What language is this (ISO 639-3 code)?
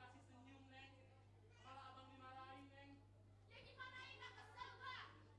bew